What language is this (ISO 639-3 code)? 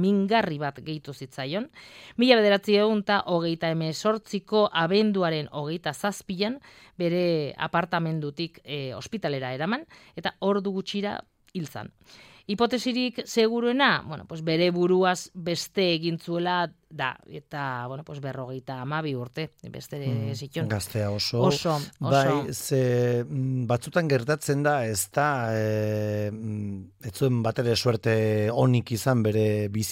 eus